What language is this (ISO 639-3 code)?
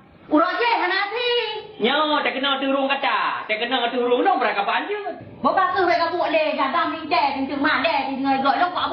ace